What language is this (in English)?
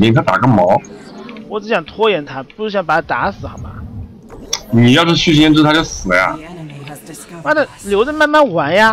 Chinese